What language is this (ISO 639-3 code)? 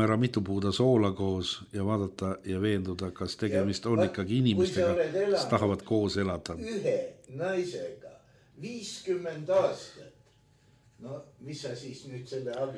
est